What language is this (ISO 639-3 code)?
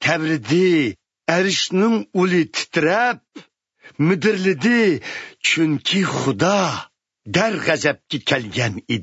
uig